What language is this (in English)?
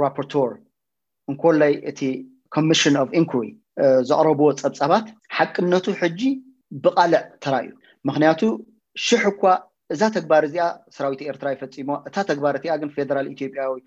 Tigrinya